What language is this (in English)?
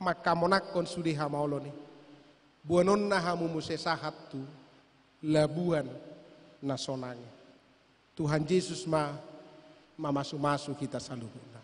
Batak Toba